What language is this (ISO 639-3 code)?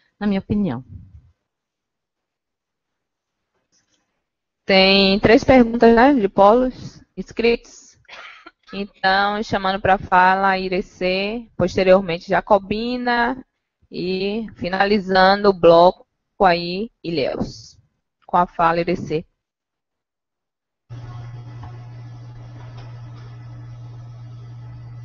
por